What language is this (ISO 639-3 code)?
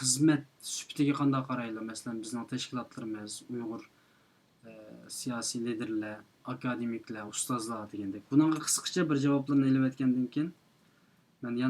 uig